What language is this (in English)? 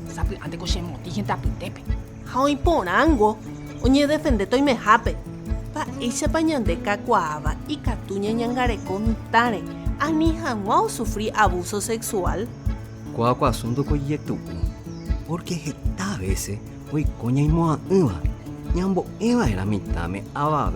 Guarani